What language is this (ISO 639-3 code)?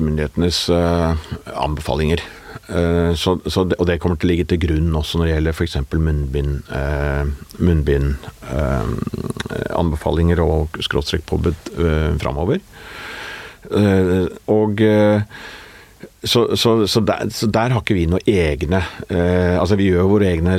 nor